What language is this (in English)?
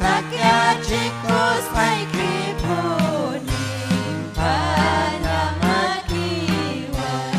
Ayacucho Quechua